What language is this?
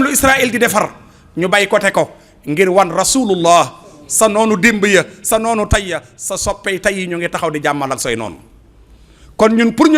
Wolof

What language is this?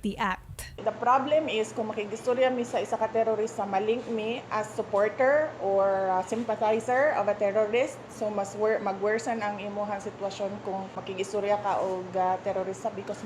Cebuano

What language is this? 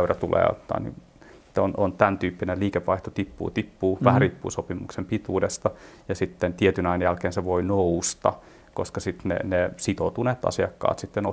Finnish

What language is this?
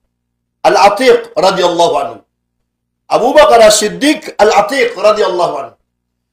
Maranao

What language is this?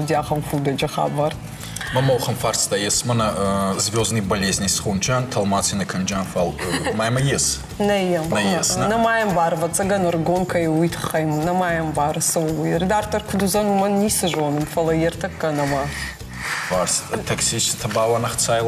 Ossetic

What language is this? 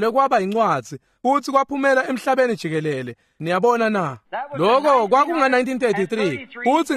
Swati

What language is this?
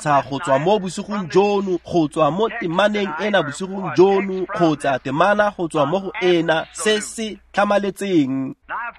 Tswana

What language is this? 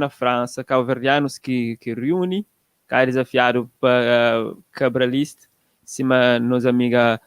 Kabuverdianu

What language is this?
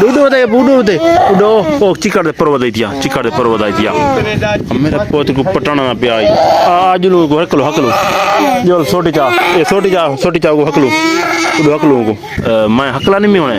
Saraiki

